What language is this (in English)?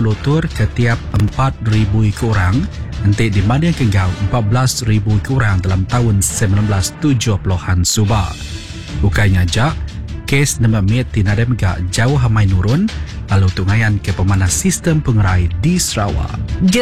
Iban